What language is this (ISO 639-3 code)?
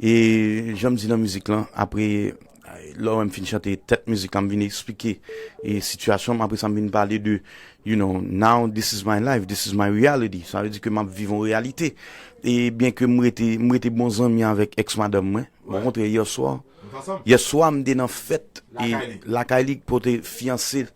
hat